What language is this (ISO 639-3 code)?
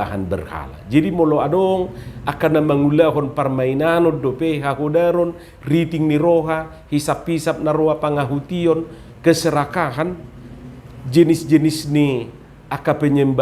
bbc